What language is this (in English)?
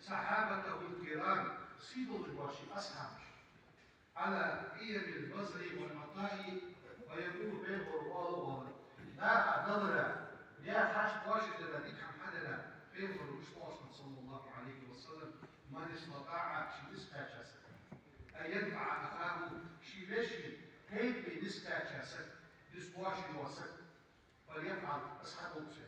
Ingush